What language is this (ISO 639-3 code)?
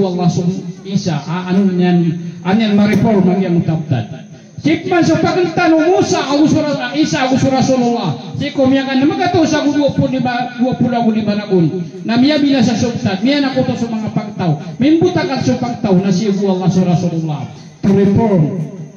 mrw